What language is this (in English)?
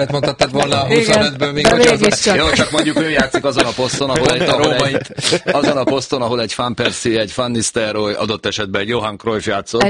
Hungarian